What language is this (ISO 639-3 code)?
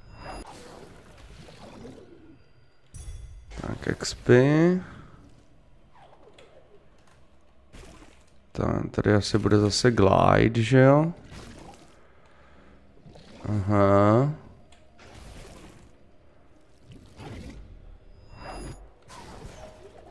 ces